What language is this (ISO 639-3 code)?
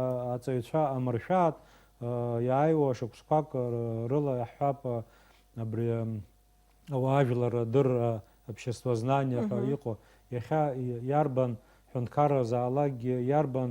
abk